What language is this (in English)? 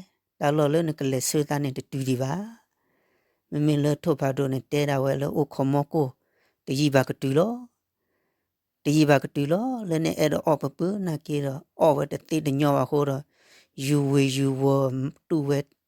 S'gaw Karen